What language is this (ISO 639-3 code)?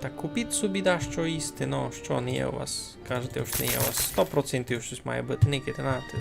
rue